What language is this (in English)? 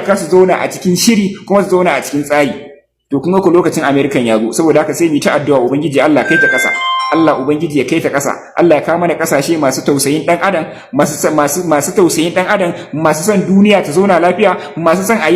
Hausa